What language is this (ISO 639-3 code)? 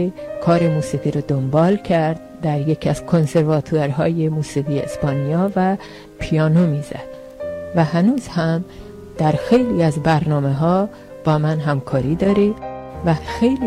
fas